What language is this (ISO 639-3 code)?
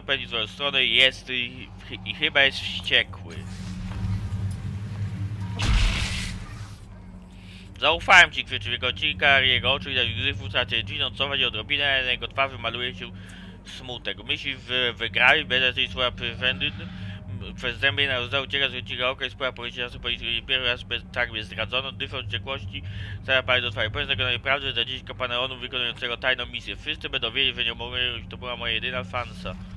pol